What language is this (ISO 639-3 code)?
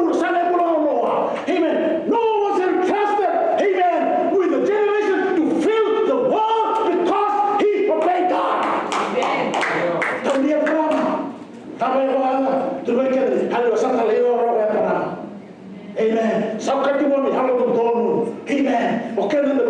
fij